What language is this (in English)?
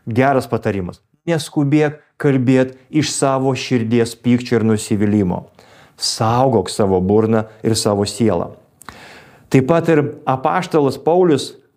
Lithuanian